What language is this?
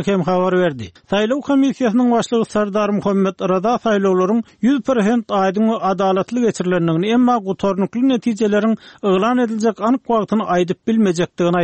Kyrgyz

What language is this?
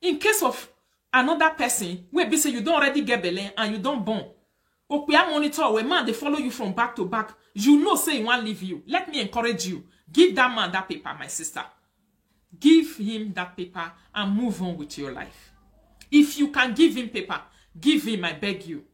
Nigerian Pidgin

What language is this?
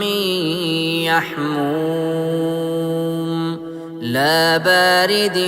Tajik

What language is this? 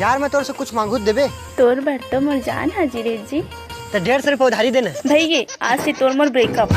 Chhattisgarhi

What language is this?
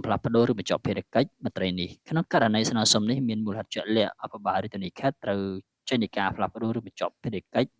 Khmer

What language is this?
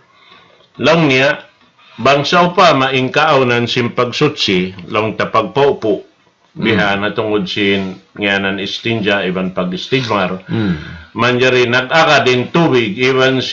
Tausug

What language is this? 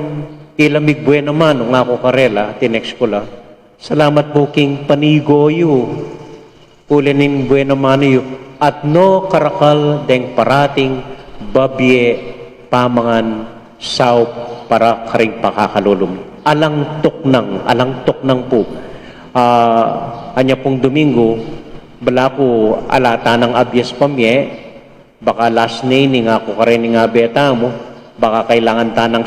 Pampanga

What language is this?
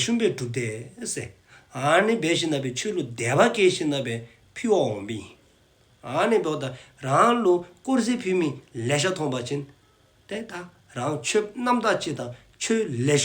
Dzongkha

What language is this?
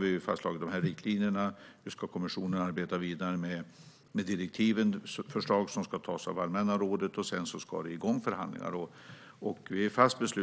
Swedish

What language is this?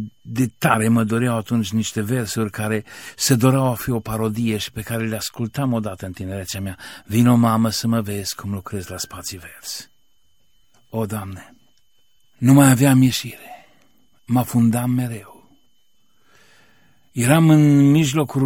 Romanian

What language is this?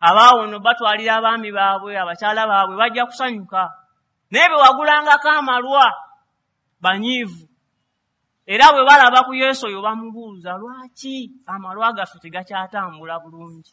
Ganda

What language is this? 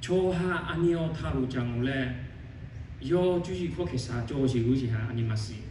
Lahu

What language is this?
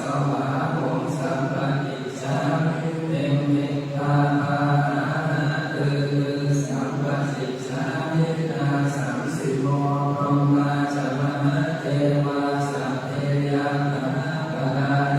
Pali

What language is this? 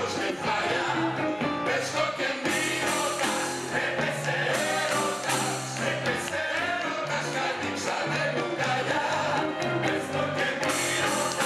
Greek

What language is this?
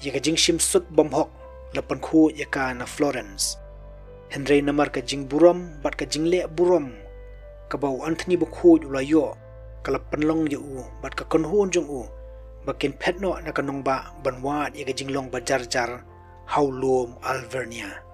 Khasi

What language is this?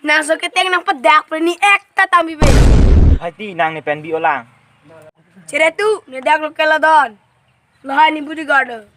Karbi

